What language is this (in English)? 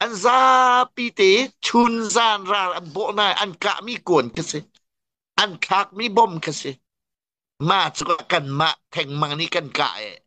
Hakha Chin